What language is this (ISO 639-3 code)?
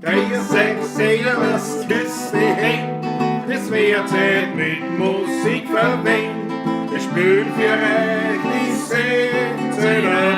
bar